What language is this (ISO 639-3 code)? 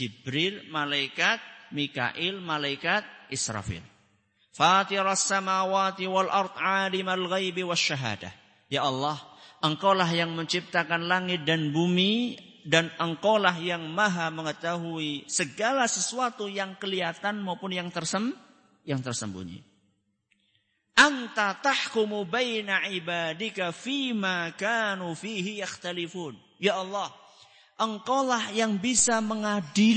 ind